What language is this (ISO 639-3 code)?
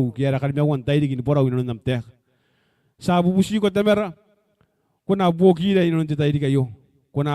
gil